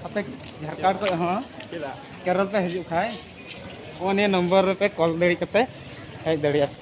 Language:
Santali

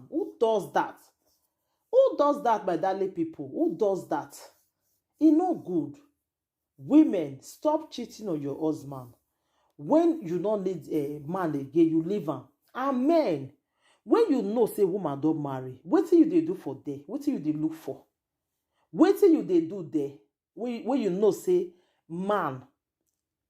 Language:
Nigerian Pidgin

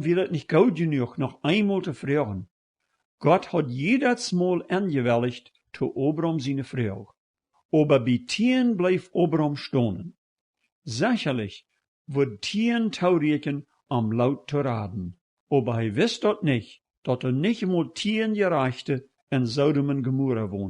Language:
Plautdietsch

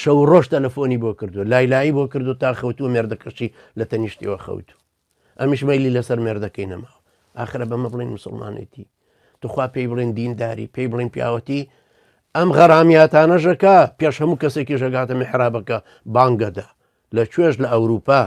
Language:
Central Kurdish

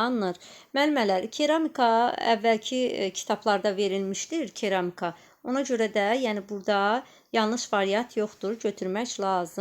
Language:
Azerbaijani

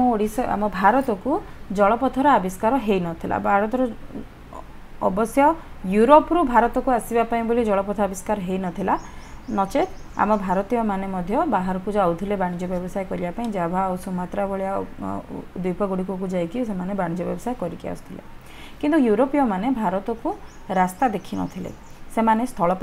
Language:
Odia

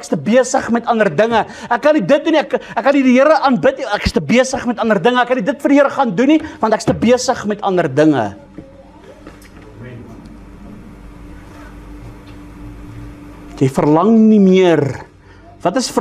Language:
Afrikaans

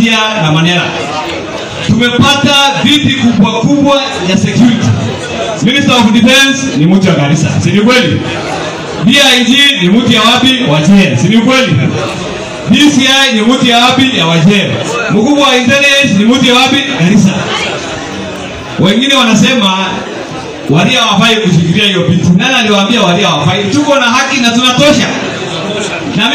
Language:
Swahili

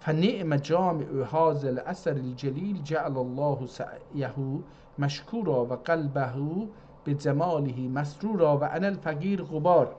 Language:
South Azerbaijani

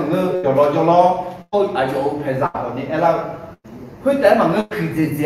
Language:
Akha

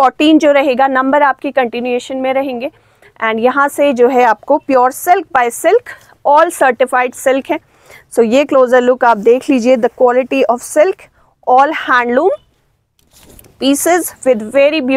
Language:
Hindi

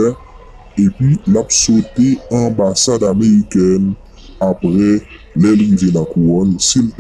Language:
Haitian Creole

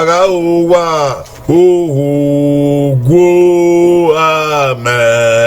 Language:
Bini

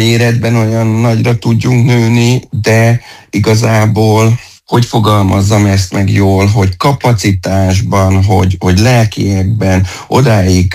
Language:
Hungarian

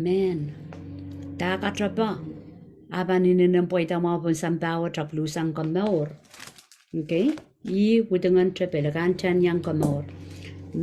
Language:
Pohnpeian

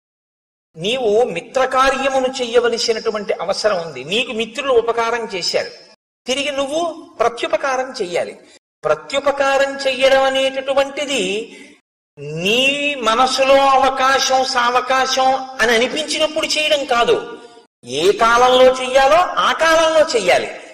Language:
Telugu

